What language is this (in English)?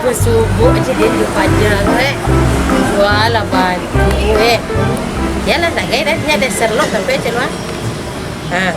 Minangkabau